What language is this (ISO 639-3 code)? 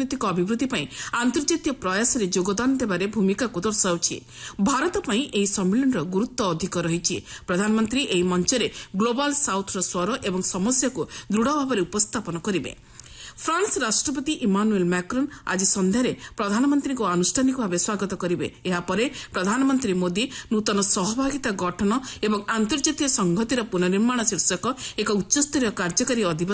ori